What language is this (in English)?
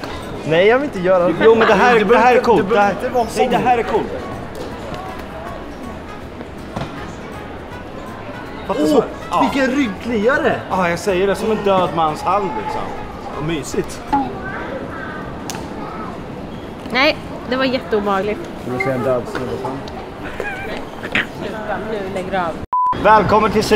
Swedish